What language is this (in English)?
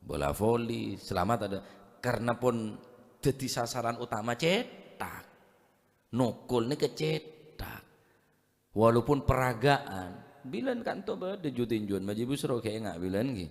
Madurese